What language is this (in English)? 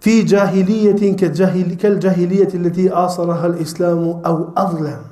Albanian